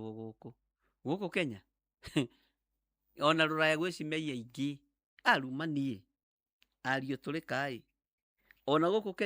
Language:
Kikuyu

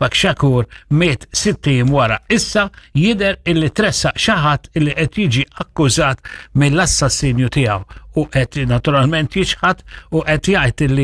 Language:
Maltese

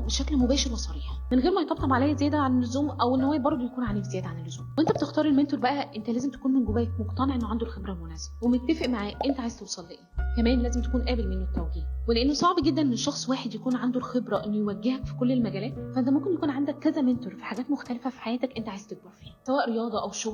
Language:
Egyptian Arabic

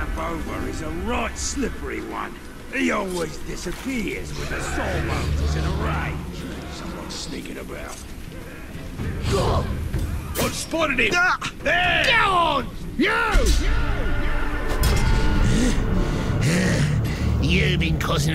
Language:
English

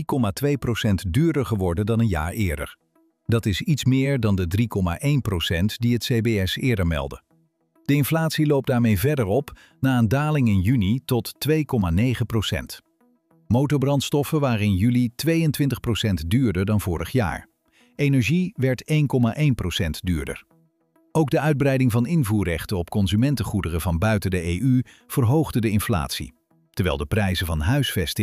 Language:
Dutch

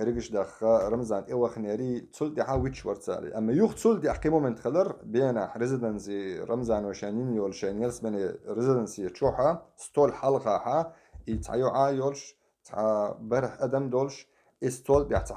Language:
Chechen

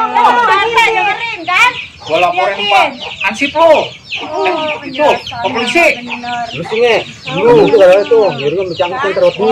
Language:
Betawi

